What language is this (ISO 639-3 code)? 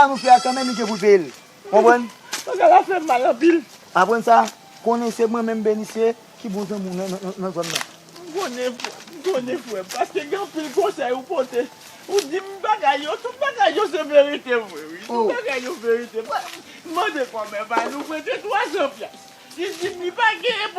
hat